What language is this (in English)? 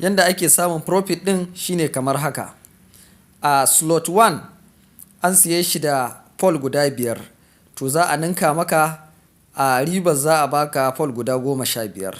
Hausa